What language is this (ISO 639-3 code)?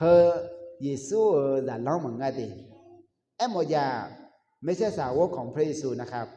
ahk